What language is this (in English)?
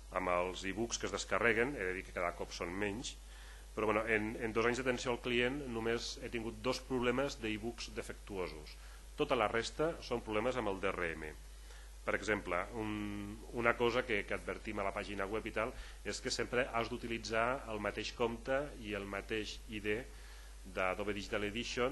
Catalan